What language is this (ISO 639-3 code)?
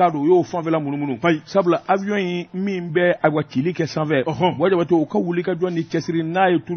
bam